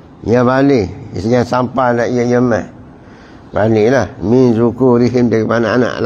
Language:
Malay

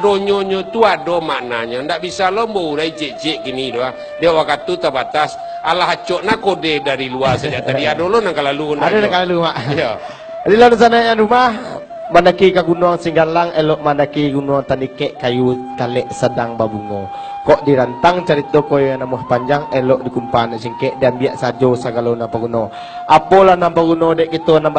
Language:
Minangkabau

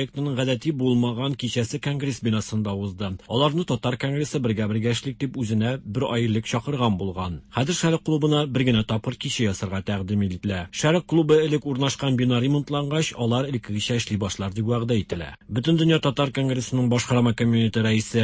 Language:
Tatar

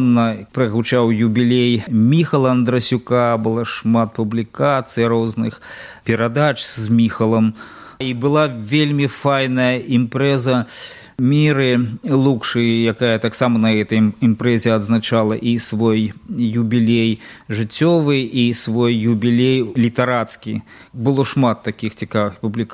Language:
Belarusian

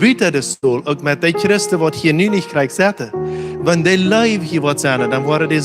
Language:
Plautdietsch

